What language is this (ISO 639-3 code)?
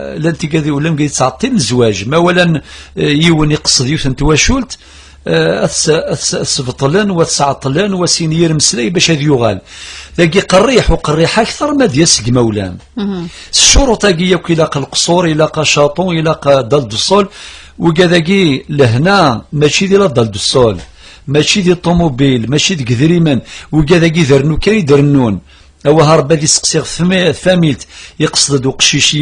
kab